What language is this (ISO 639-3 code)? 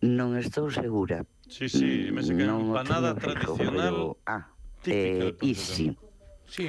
glg